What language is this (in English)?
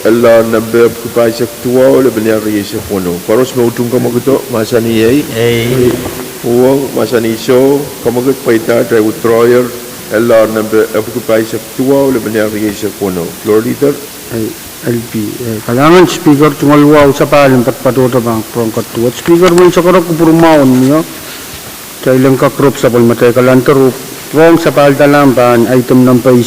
Pohnpeian